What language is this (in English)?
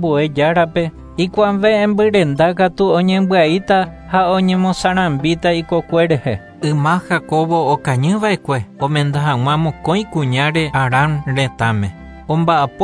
Guarani